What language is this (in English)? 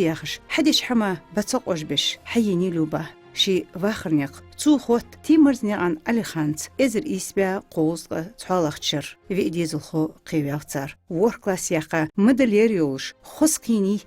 Ingush